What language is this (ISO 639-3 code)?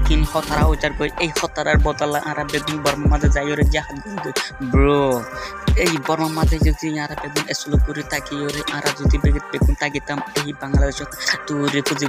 rhg